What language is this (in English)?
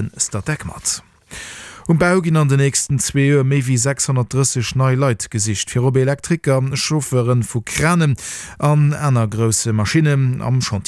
Luxembourgish